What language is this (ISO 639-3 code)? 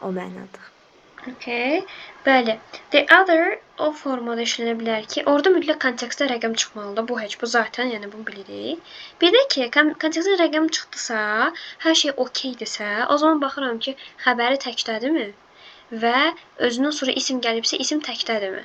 aze